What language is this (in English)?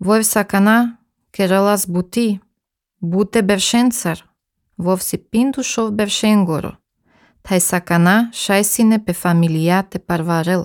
Albanian